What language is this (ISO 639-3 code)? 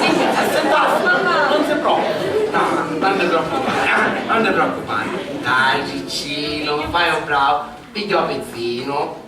scn